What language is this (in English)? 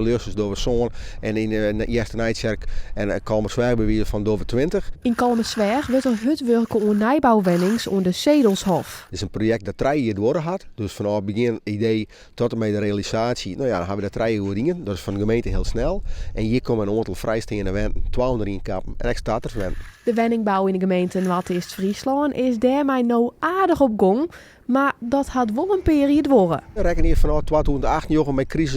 Western Frisian